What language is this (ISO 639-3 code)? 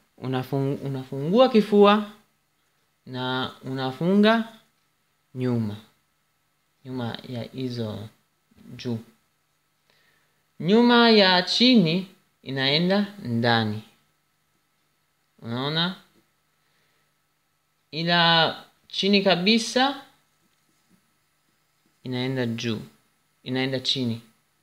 swa